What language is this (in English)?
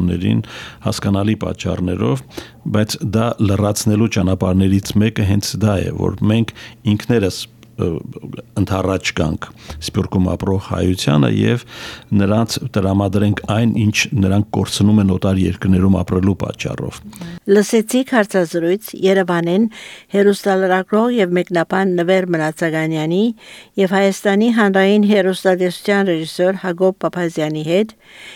Armenian